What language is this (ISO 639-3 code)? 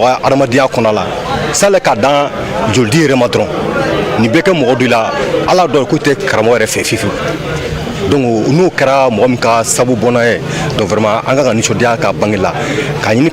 bam